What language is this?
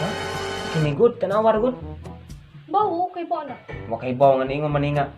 Cebuano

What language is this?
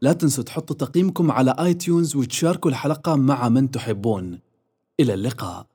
Gulf Arabic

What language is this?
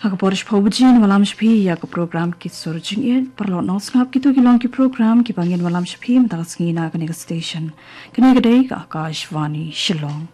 Khasi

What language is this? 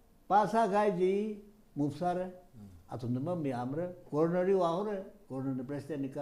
Tangkhul Naga (India)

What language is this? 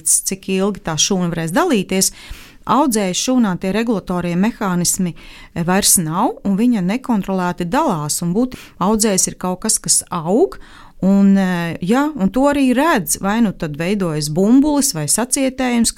Latvian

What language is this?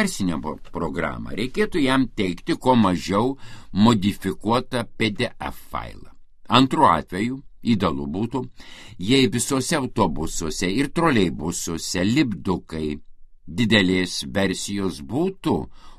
Lithuanian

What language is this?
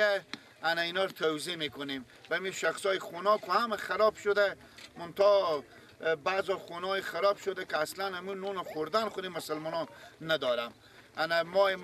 Persian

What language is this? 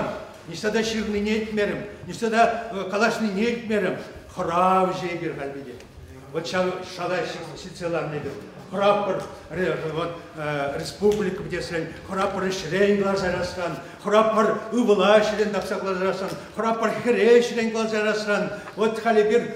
Chuvash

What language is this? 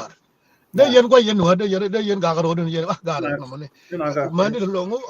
Nuer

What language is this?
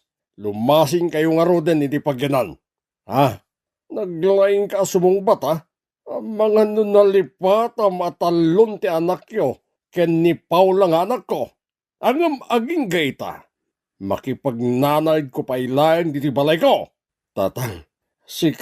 Iloko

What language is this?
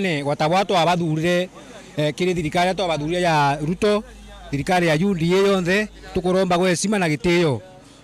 Meru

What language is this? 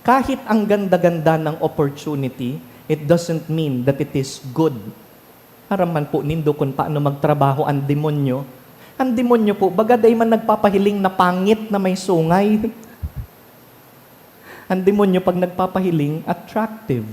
Bikol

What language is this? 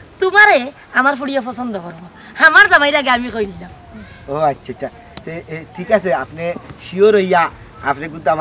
Sylheti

